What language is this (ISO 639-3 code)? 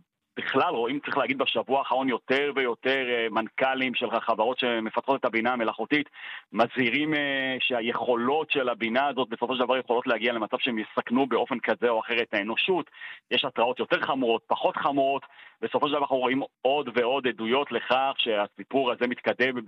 heb